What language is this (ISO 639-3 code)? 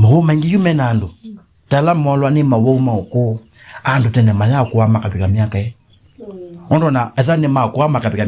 kam